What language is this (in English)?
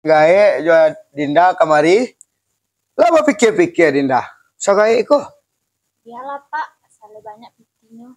Minangkabau